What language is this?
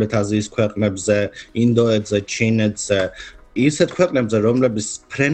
Georgian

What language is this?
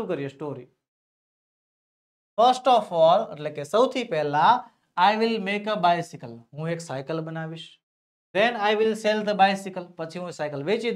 Gujarati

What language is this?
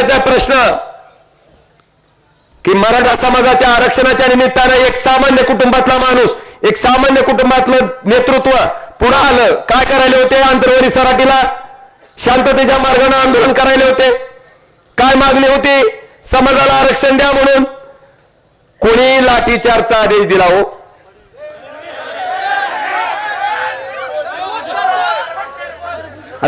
Marathi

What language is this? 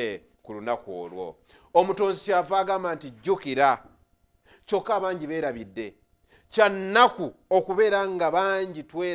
Ganda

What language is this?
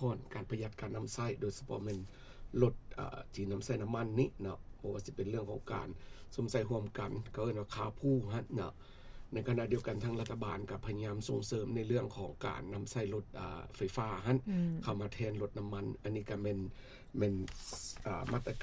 Lao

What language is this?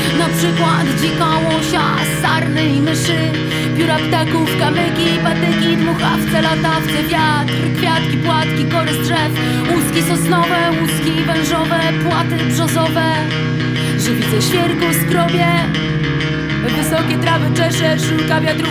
Polish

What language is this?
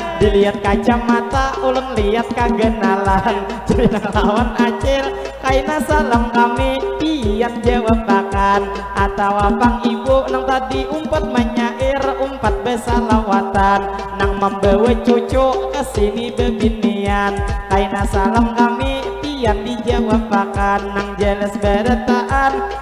Banjar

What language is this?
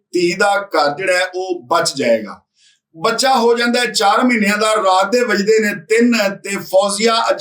Western Panjabi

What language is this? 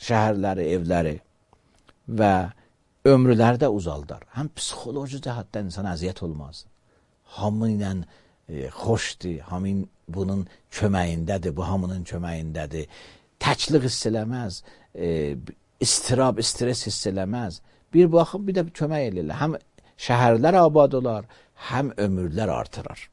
Azerbaijani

